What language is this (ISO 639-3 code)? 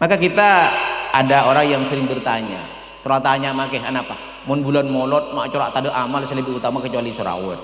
mad